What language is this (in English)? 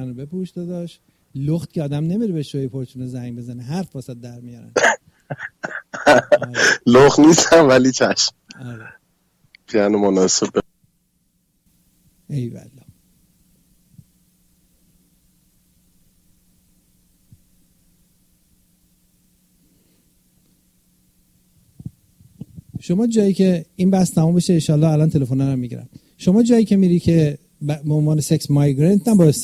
Persian